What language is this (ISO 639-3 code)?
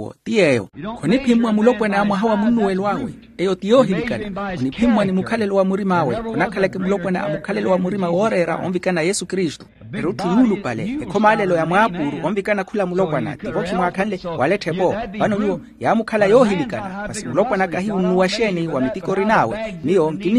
vmw